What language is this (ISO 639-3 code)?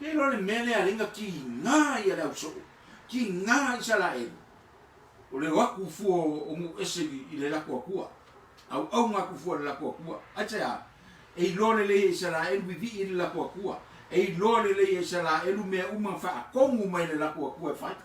smo